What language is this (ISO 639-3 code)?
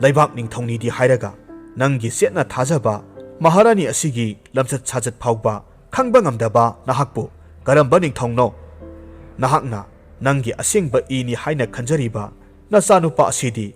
mni